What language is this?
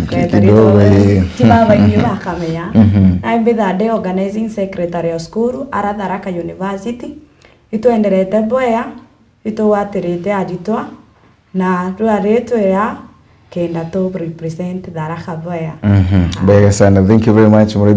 Meru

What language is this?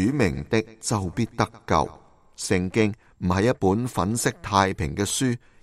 Cantonese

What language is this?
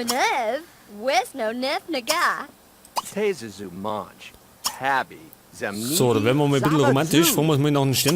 Bavarian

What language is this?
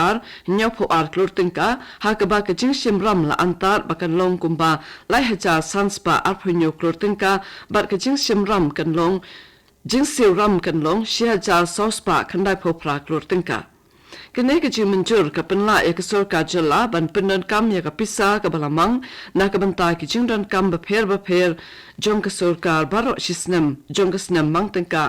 Khasi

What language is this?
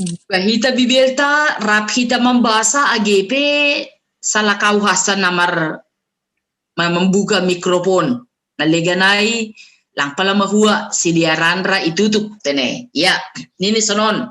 Batak Simalungun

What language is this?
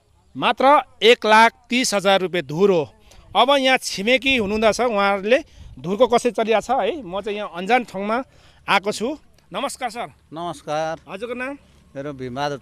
Nepali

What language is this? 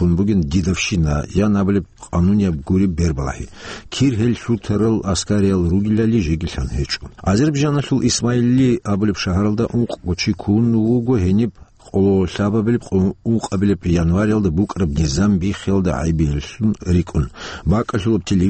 Avaric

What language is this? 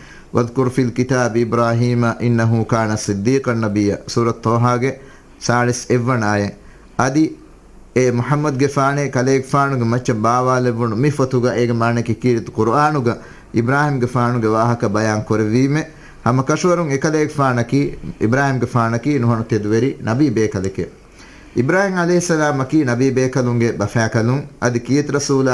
Divehi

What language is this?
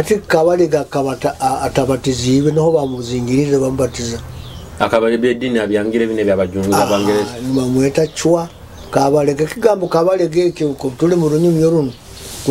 Nyoro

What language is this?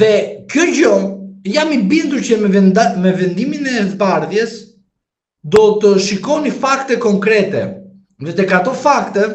Albanian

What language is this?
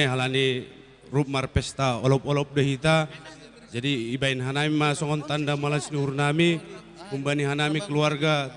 Batak Simalungun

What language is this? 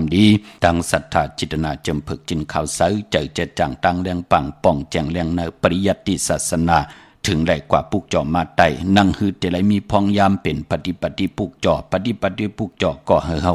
Shan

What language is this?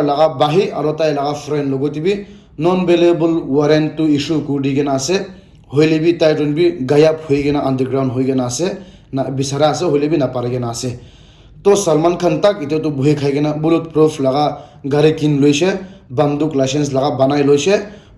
Naga Pidgin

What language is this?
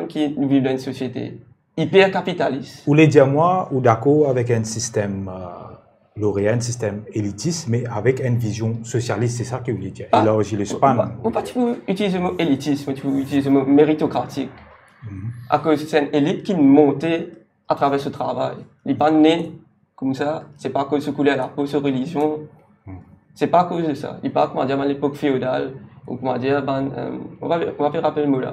Morisyen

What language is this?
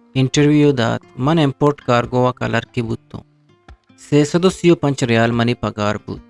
Eastern Balochi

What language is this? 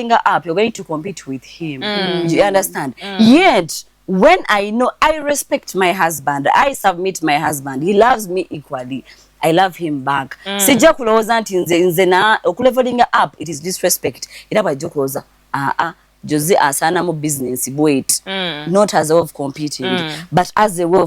Ganda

